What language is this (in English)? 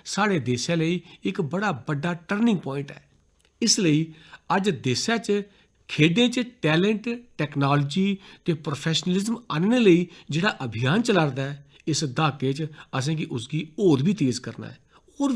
Dogri